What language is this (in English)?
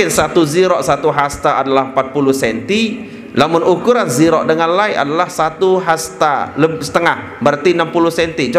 Sasak